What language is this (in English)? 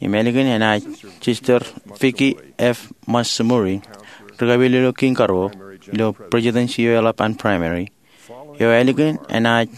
Marshallese